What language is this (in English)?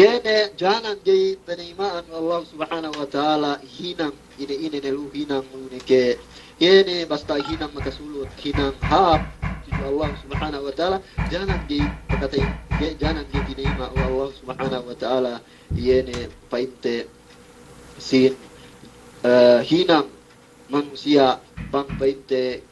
Yakan